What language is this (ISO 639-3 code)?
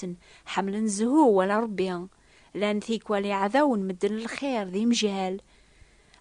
kab